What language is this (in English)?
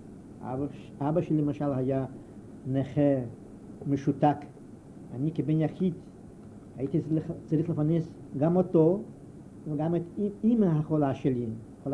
Hebrew